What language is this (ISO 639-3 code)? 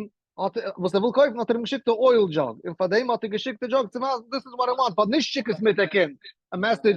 yid